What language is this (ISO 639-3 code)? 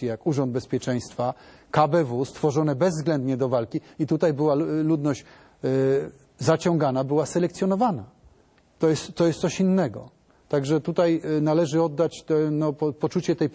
pol